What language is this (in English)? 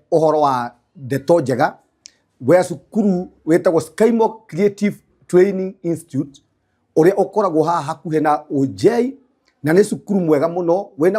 Kikuyu